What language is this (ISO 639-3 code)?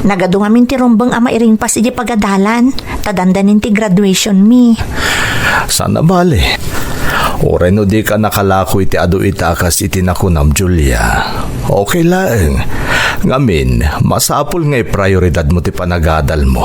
ilo